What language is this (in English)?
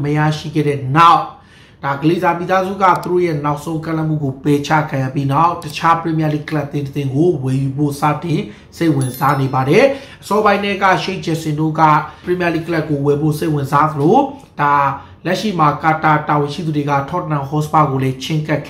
Burmese